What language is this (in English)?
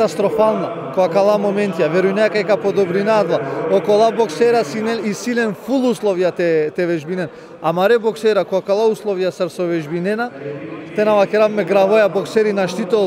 Macedonian